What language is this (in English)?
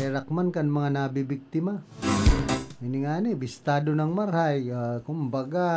Bikol